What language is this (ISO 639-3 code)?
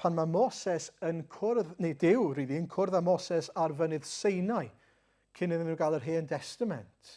cym